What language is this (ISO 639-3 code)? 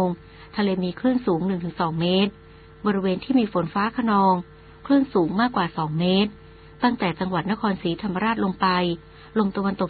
tha